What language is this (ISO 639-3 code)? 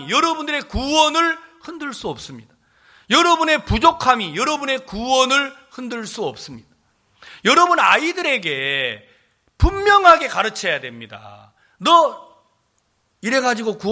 kor